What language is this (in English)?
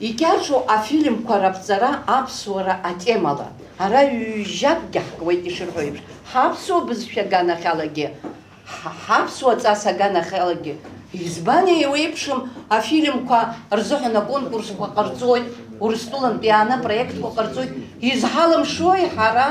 Abkhazian